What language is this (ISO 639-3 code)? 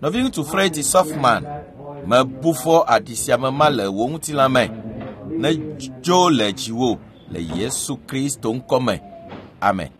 ewe